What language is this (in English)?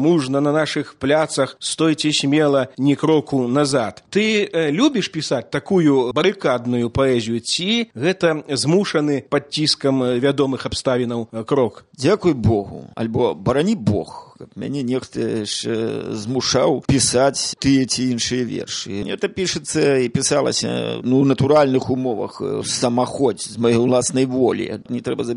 Belarusian